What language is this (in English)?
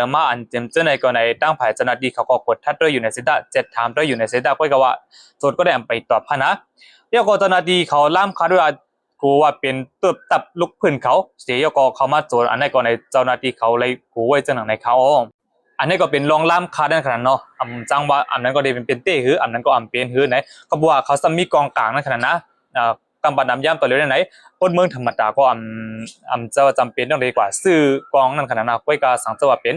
Shan